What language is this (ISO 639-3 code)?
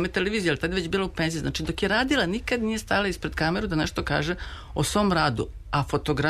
srp